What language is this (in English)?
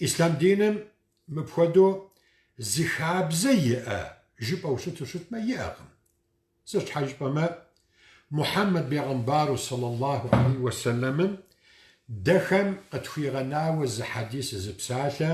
Kabardian